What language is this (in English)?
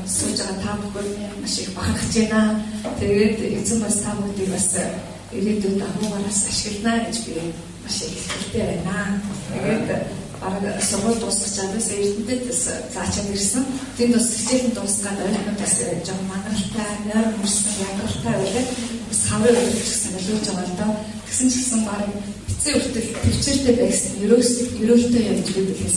Mongolian